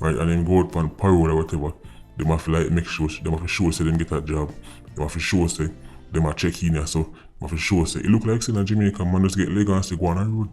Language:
Jamaican Creole English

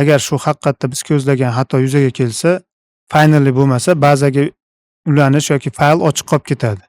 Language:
Uzbek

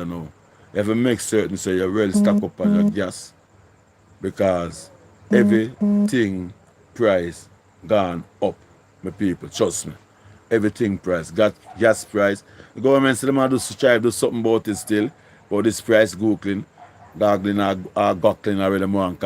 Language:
Jamaican Creole English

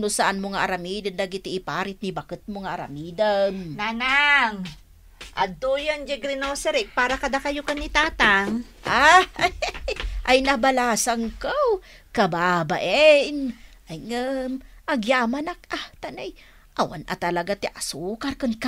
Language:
Iloko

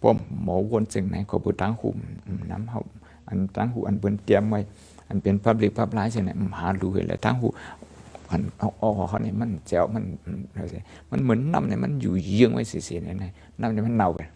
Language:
Shan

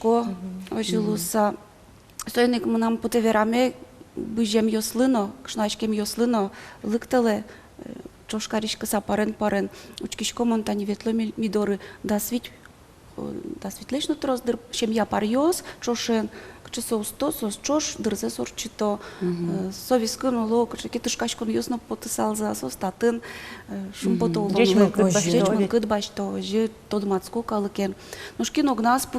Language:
Udmurt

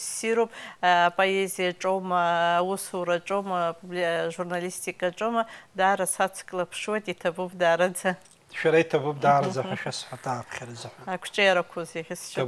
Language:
Abkhazian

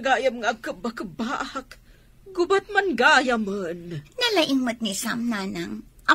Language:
Iloko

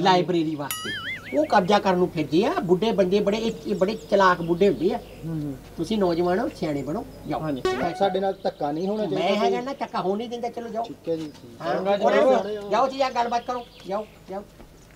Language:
Punjabi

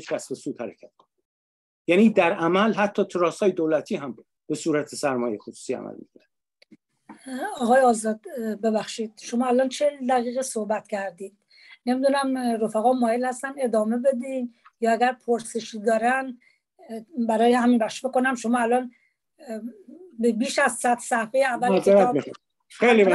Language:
Persian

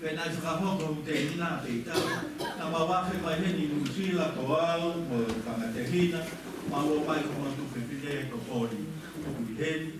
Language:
Tongan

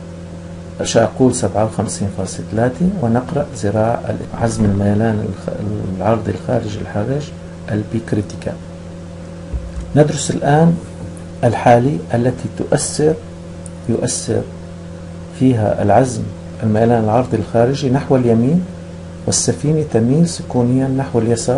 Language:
Arabic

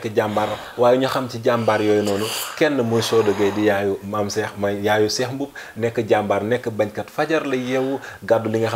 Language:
Wolof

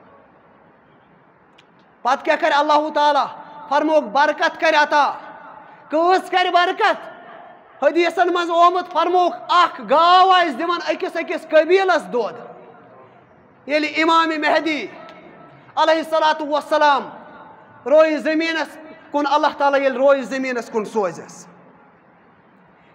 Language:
Kashmiri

